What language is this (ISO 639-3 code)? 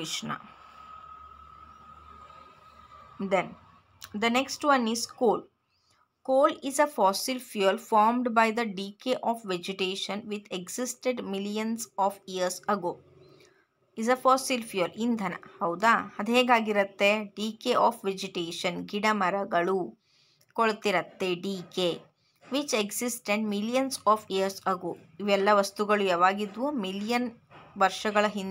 kan